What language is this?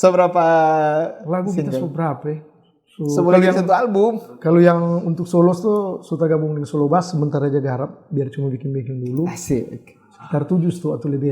Manado Malay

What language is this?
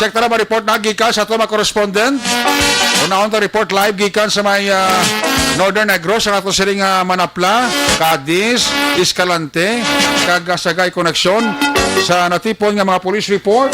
Hiligaynon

